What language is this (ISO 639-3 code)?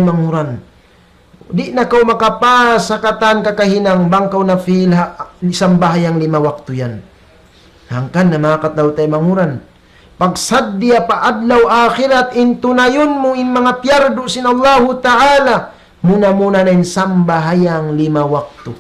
tsg